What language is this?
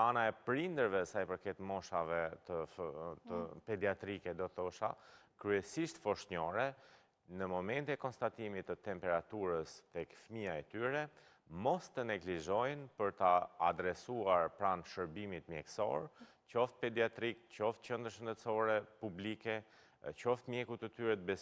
Albanian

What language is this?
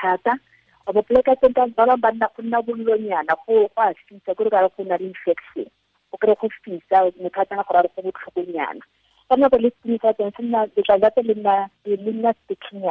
Tswana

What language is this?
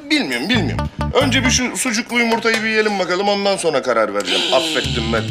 Turkish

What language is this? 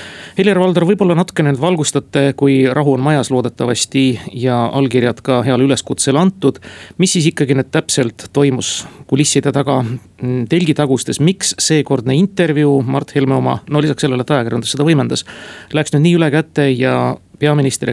Estonian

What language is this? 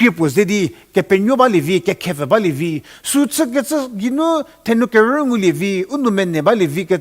Angami Naga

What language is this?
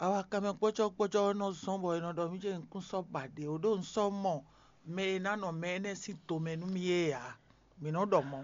Fon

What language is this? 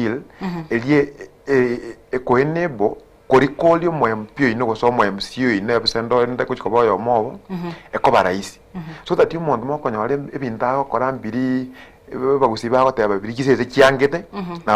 Gusii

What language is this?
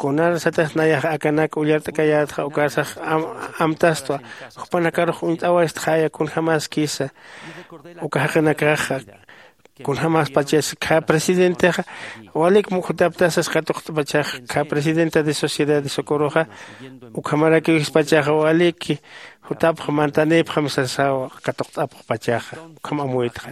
Aymara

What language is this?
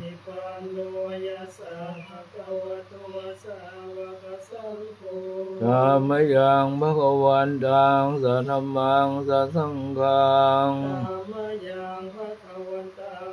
Pali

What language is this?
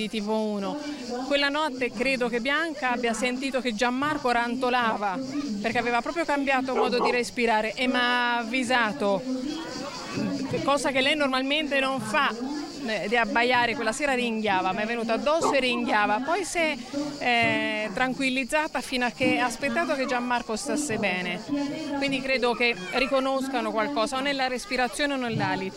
Italian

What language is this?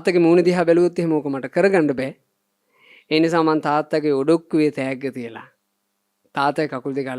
Sinhala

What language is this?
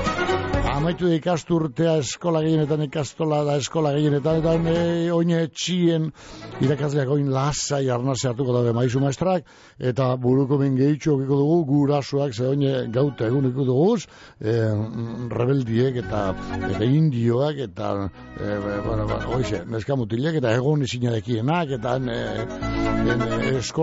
Basque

